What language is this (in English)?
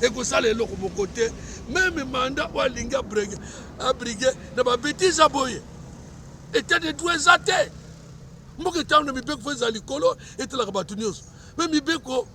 Lingala